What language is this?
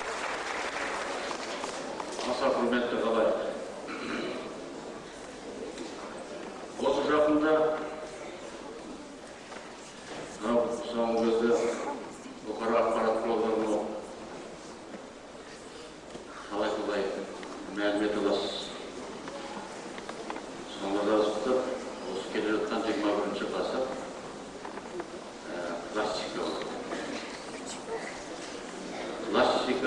Kazakh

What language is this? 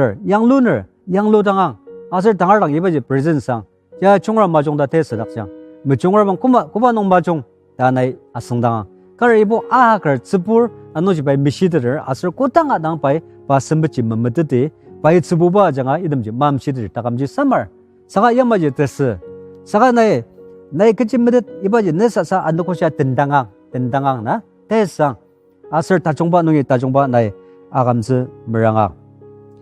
Ao Naga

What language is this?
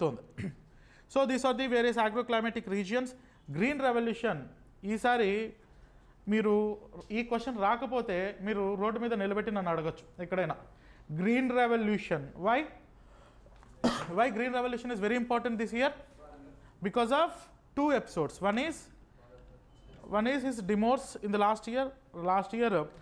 Telugu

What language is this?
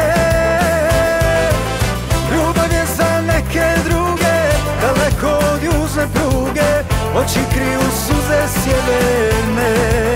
Croatian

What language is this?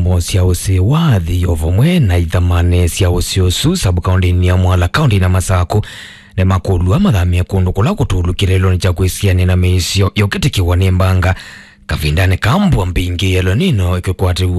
Kamba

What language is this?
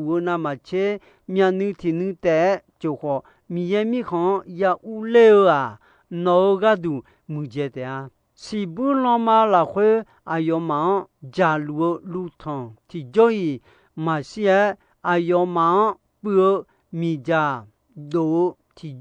Akha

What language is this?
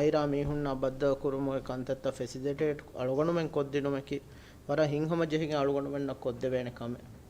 Divehi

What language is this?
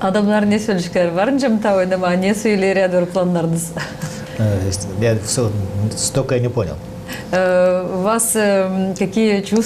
Gagauz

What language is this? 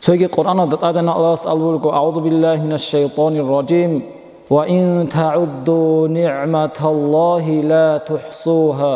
Avaric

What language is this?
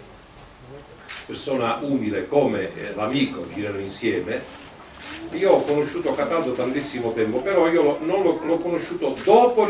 Italian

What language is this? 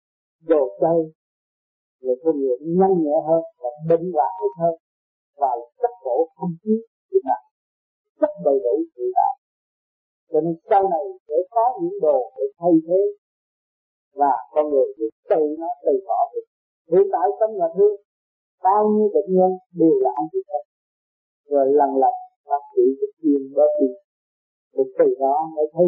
Vietnamese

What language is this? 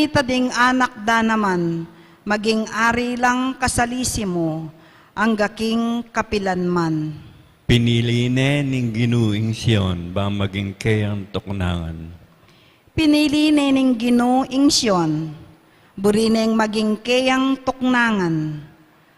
Pampanga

